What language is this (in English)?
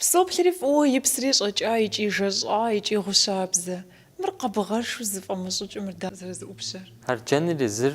Kabardian